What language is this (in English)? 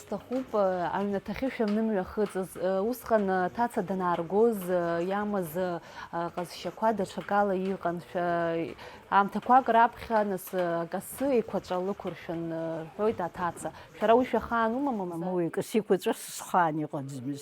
Abkhazian